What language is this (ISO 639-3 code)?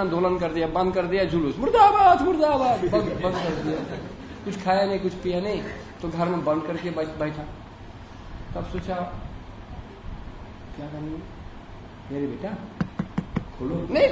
hin